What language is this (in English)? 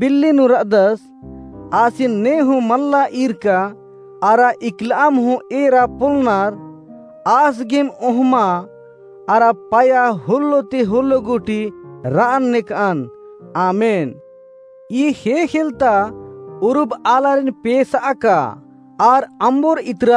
Kurukh